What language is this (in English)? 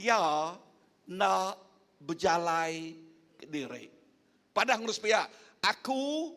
Iban